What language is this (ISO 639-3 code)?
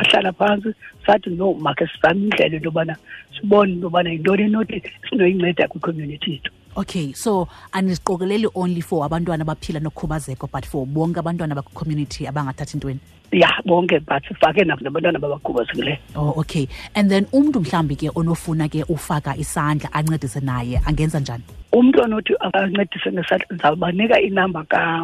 xho